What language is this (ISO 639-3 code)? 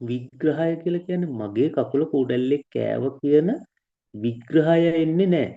sin